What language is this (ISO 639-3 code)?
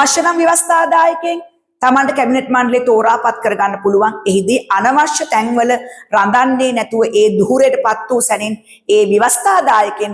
sin